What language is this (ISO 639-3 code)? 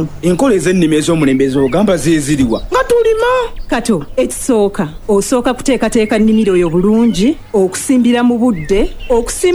lug